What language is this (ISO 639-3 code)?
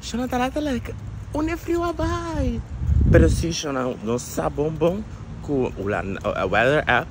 pap